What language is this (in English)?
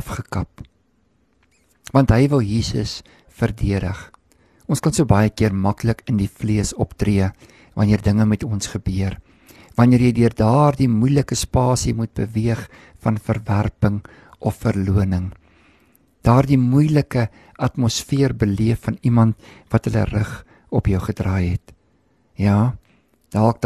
Afrikaans